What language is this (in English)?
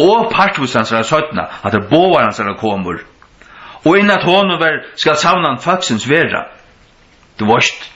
Faroese